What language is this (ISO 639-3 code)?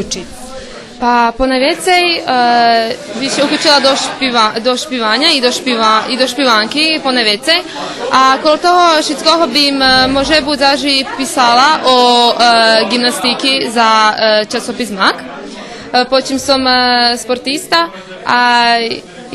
rue